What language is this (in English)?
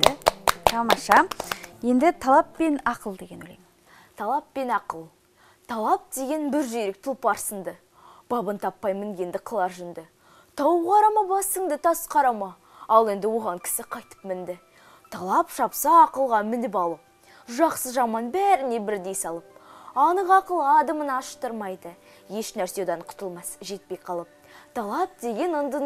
Kazakh